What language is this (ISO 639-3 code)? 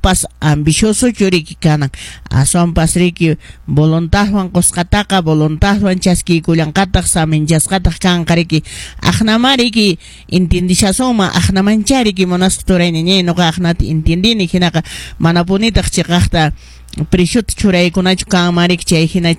que